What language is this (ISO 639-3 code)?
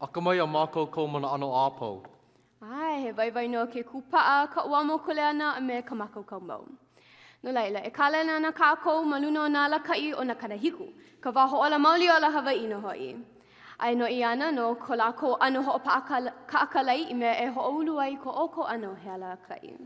haw